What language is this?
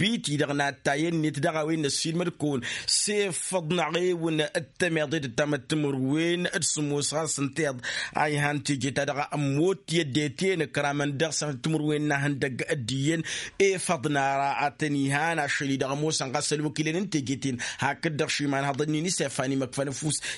Tamasheq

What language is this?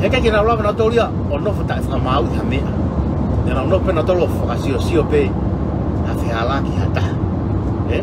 Tongan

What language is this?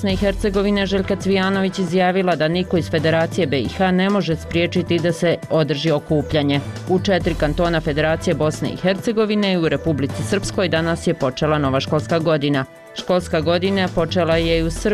Bosnian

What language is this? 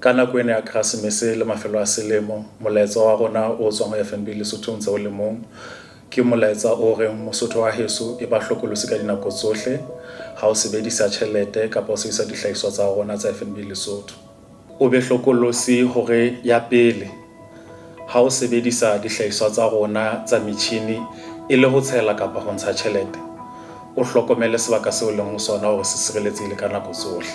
Southern Sotho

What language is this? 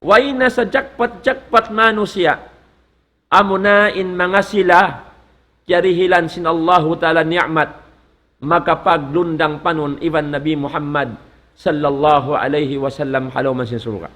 Tausug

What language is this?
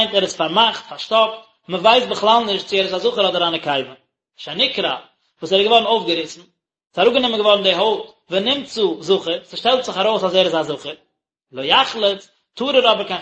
Yiddish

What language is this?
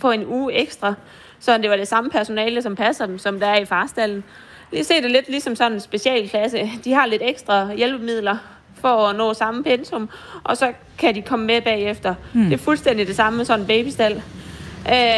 Danish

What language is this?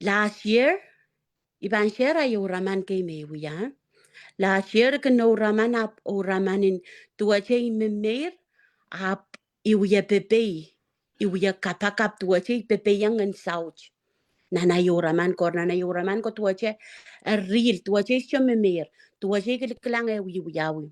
Pohnpeian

